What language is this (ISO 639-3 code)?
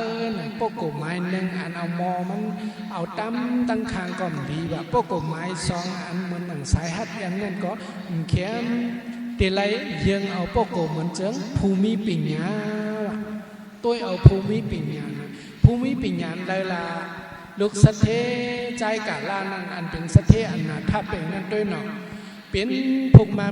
shn